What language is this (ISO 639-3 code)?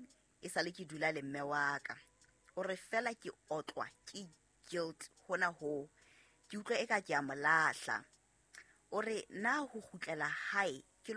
sot